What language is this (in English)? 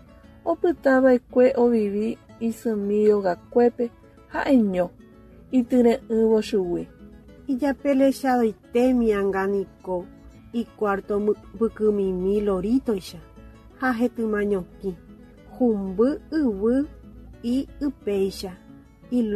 Guarani